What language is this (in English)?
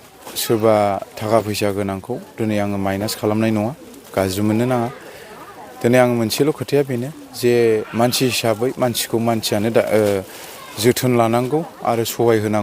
Bodo